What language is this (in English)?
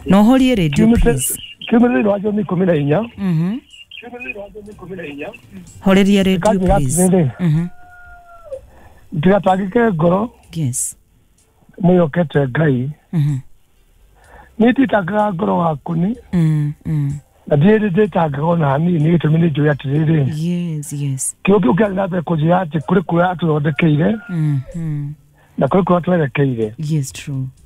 Kikuyu